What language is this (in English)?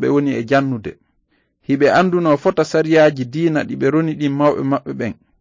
Fula